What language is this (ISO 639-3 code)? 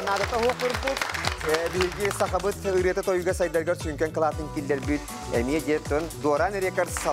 sah